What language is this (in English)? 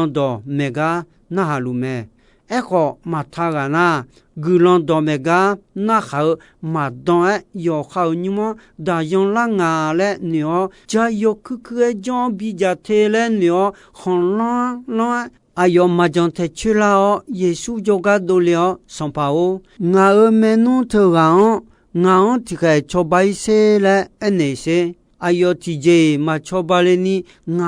Akha